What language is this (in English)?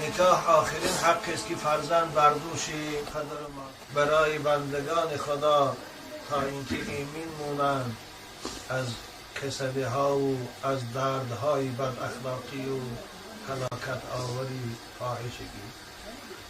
Tajik